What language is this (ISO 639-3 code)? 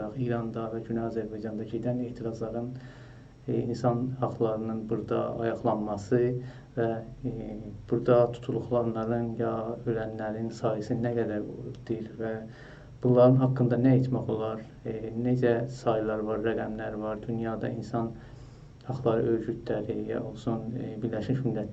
azb